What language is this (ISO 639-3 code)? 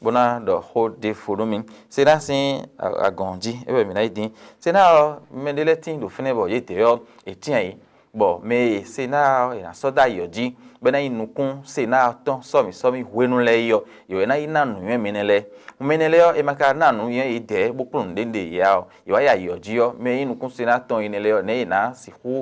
fon